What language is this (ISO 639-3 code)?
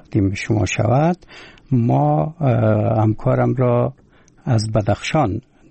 fas